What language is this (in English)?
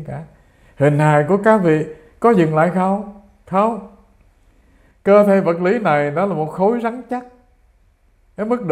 Vietnamese